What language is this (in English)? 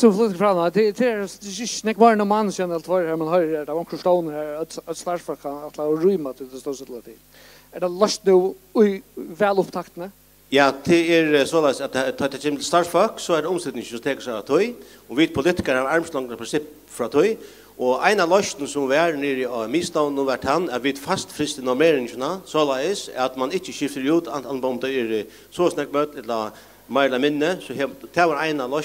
Faroese